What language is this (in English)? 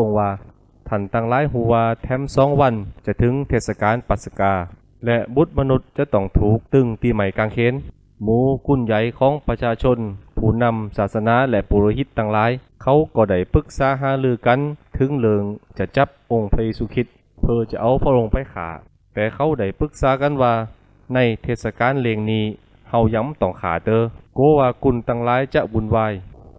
Lü